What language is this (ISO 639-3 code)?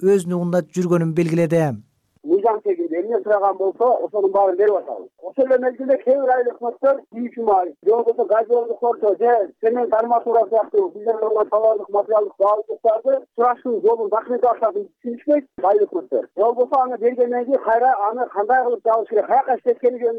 kir